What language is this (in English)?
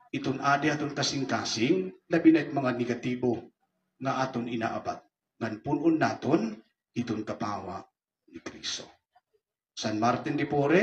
Waray